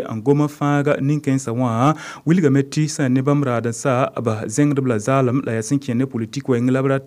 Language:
Mossi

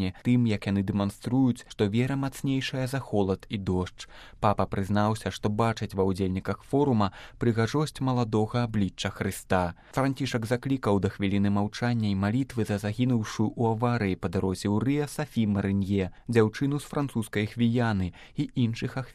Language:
Belarusian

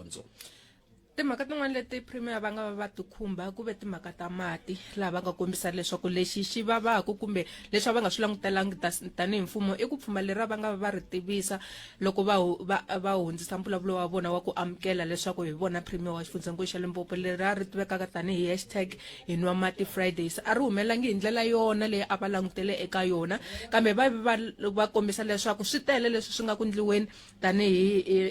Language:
Tsonga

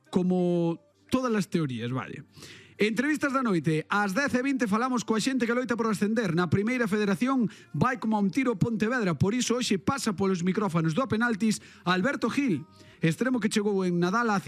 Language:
Galician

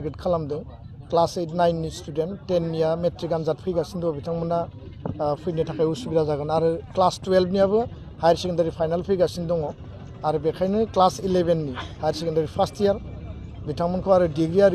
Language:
Bodo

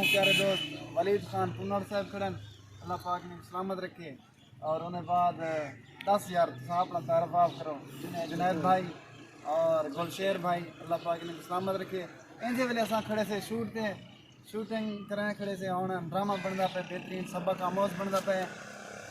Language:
Saraiki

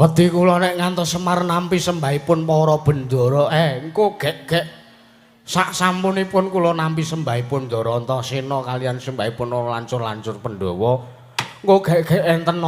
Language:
Javanese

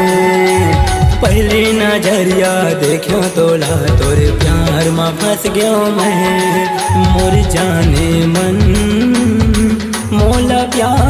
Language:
Chhattisgarhi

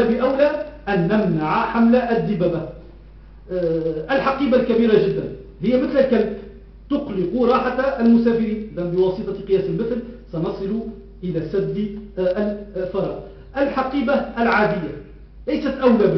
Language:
Arabic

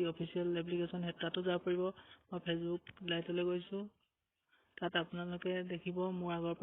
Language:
Assamese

